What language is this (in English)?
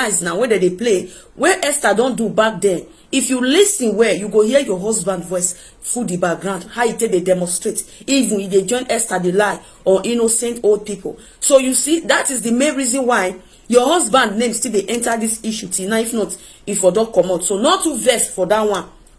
Nigerian Pidgin